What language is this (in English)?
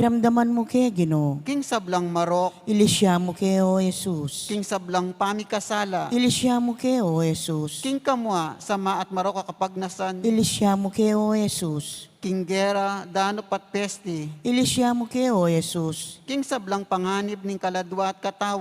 Pampanga